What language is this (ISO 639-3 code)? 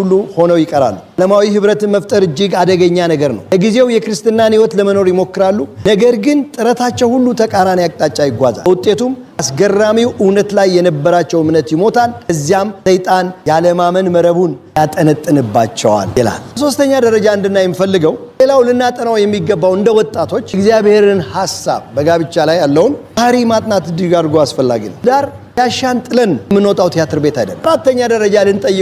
amh